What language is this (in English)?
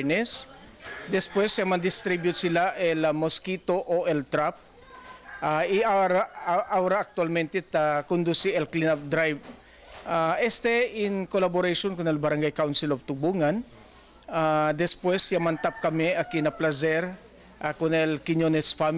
Chavacano